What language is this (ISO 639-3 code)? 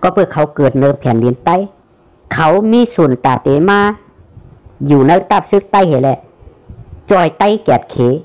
shn